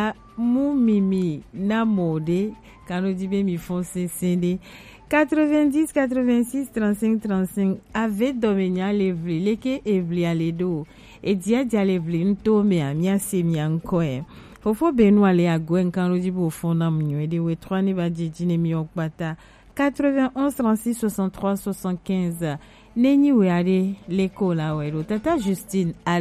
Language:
Gen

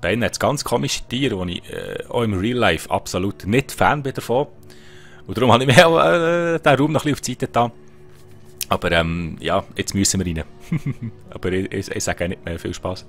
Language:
Swiss German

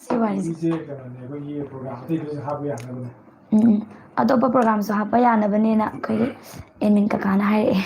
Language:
Manipuri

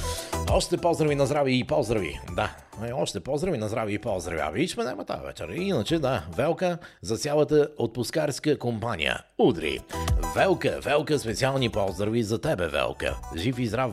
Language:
Bulgarian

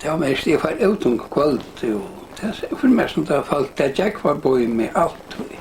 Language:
Faroese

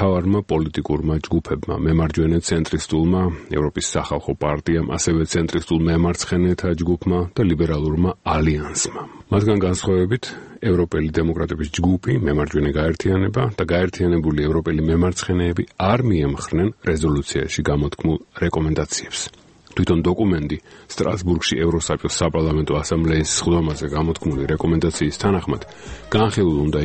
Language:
Georgian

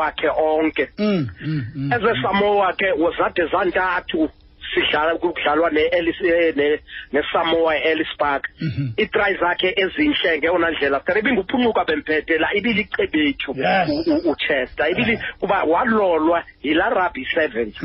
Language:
Xhosa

